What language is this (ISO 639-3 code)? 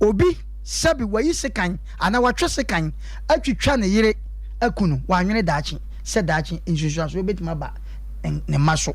aka